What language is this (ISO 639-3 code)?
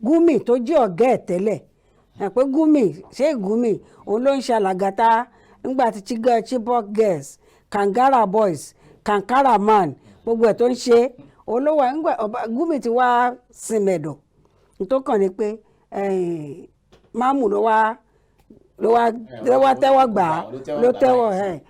yor